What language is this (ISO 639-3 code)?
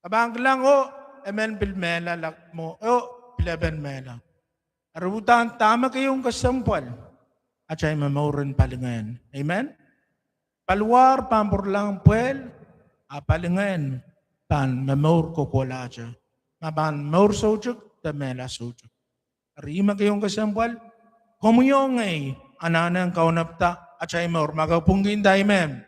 pon